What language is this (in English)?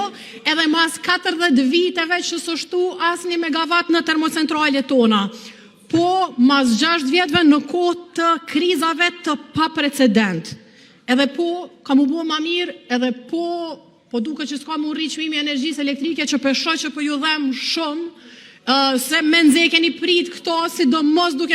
Albanian